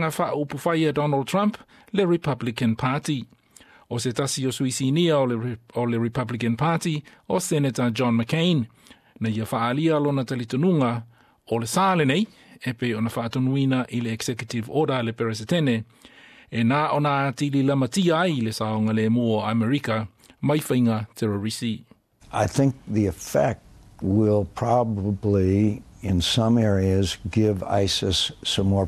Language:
Samoan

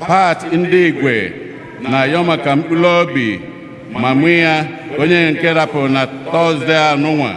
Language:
Igbo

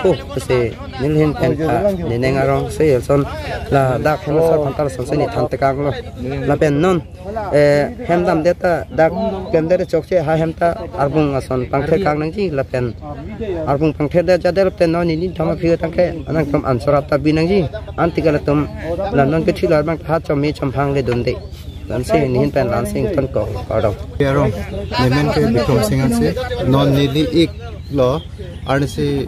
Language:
Karbi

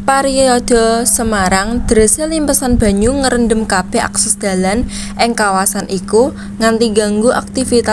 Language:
Javanese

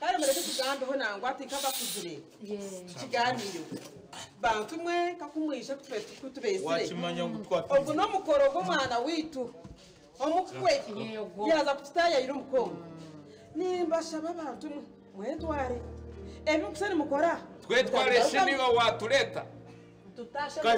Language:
Nyankole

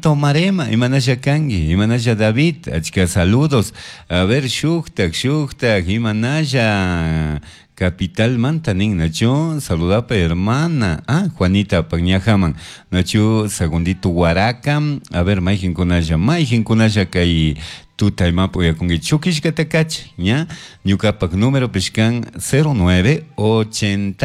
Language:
Chimborazo Highland Quichua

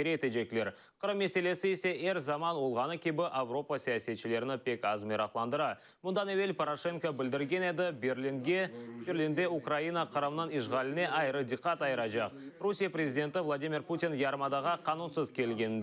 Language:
Crimean Tatar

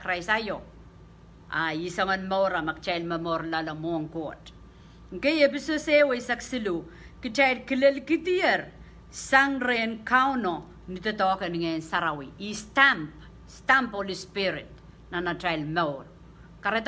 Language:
Pohnpeian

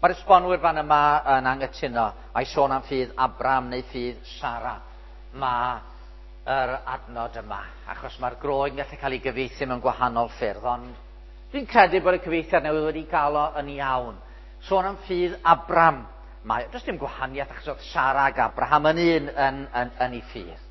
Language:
Welsh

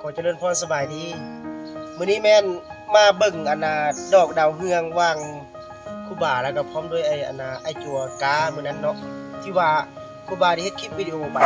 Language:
Lao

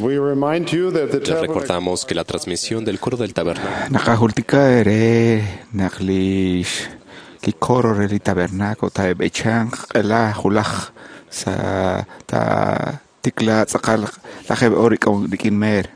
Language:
Kekchí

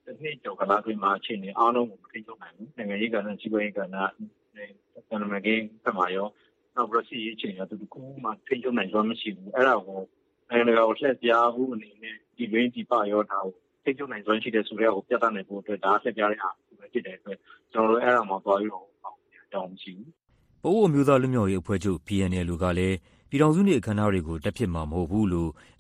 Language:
Burmese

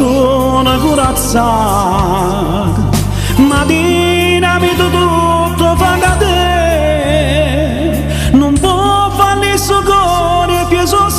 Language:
Neapolitan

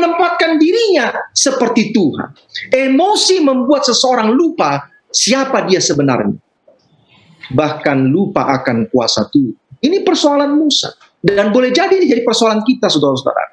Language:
Indonesian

